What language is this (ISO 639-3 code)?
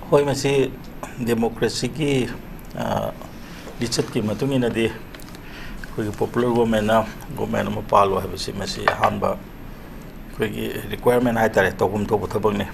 mni